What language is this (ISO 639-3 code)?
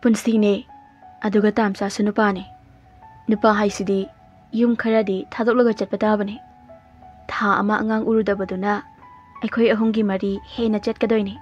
mni